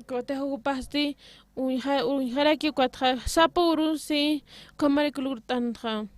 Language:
Aymara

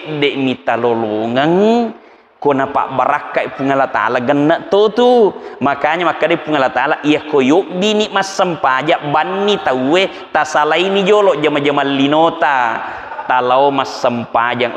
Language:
Buginese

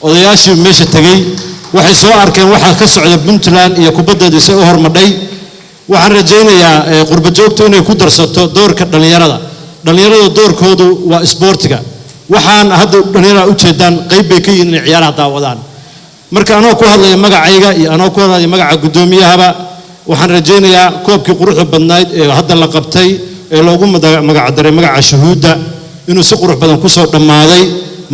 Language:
Somali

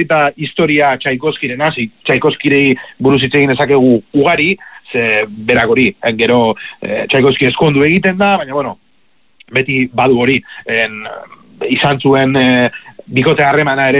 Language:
Basque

